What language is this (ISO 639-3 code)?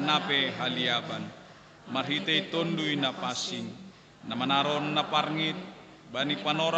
bts